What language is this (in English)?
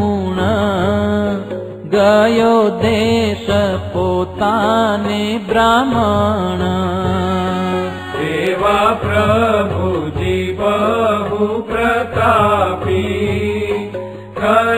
Gujarati